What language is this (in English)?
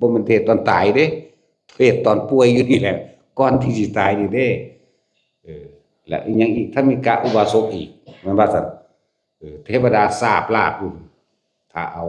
Northeastern Thai